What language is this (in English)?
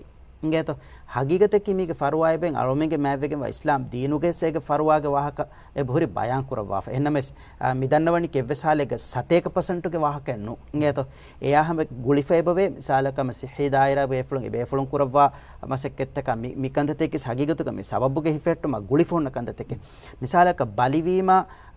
Divehi